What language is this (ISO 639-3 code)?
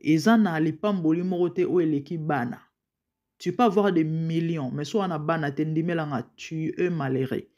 lin